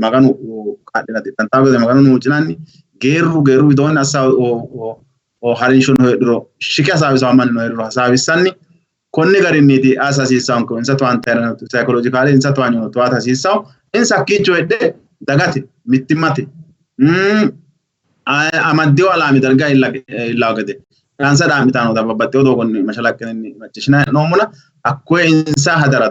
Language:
Sidamo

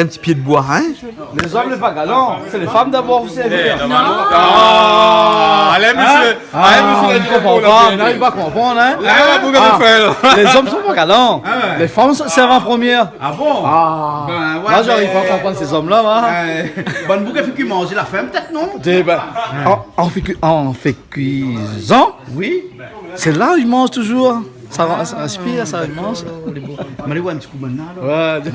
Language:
Réunion Creole French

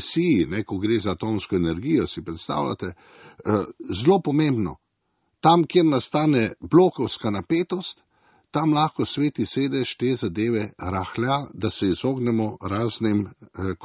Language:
Slovenian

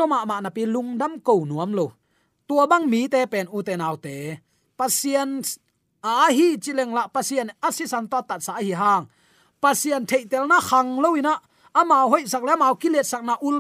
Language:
Tedim Chin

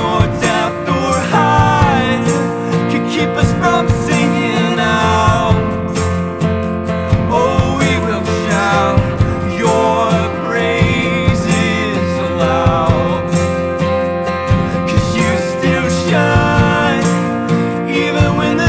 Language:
English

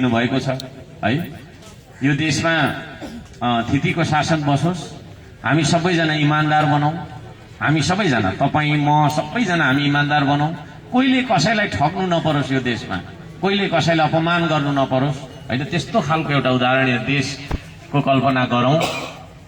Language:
Nepali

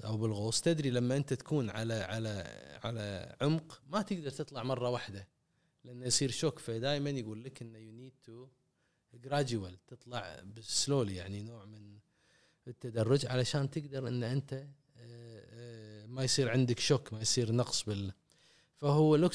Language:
Gulf Arabic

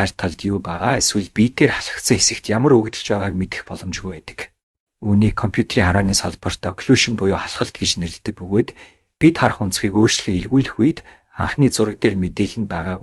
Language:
Mongolian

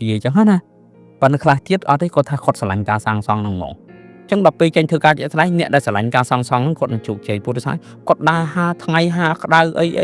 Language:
Khmer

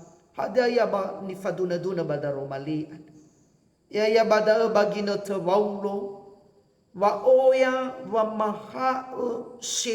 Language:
Nias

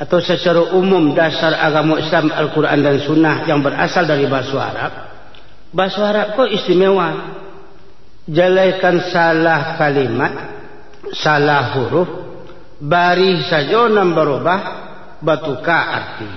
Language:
Minangkabau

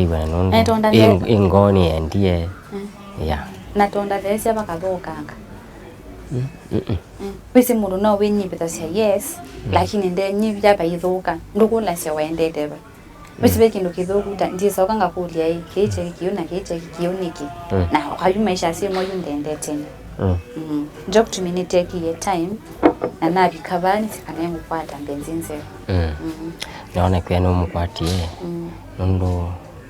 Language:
Kamba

